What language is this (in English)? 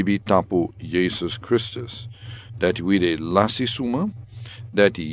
Sranan Tongo